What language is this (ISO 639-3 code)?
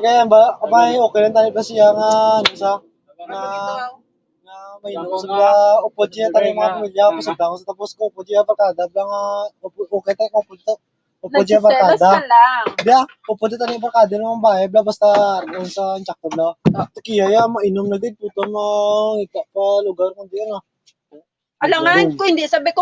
hil